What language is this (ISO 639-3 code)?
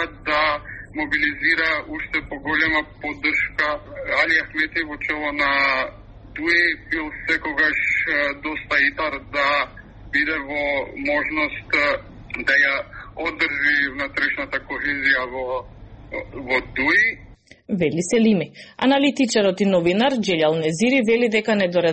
mkd